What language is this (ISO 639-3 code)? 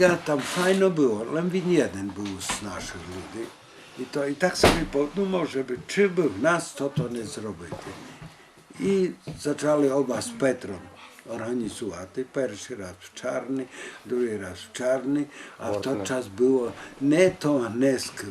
rue